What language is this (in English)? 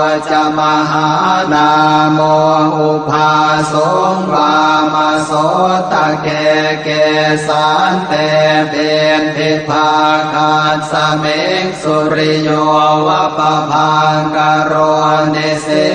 Pali